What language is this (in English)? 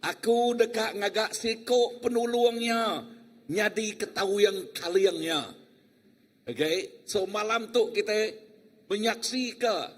Iban